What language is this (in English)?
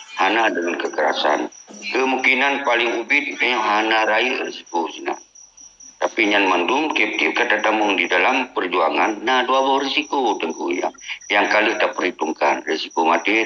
Achinese